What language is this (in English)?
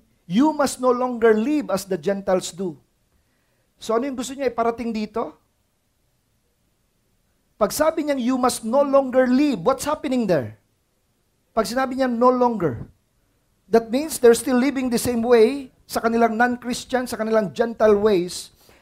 Filipino